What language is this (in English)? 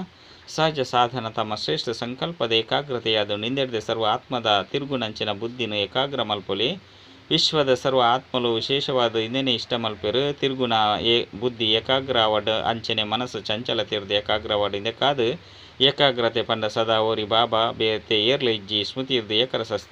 Tulu